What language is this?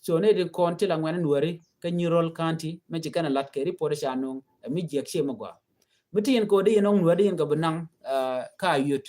Nuer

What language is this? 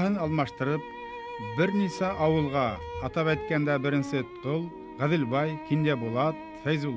Bashkir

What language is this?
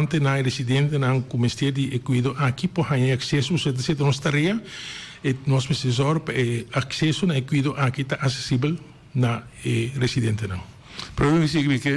Papiamento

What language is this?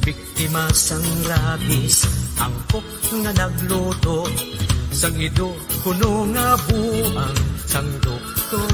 Hiligaynon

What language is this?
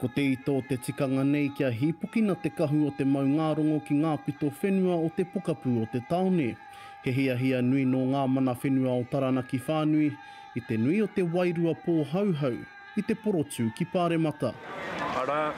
Māori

